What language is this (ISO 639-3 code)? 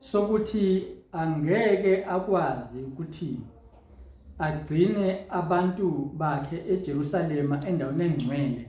zul